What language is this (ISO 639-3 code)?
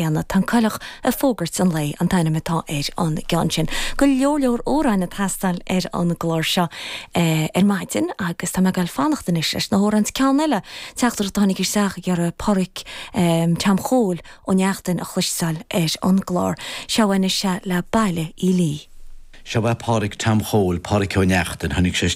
gle